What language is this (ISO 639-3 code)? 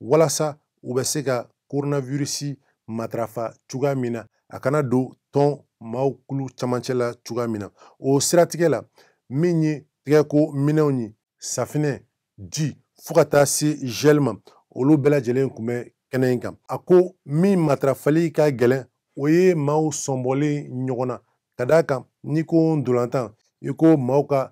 bam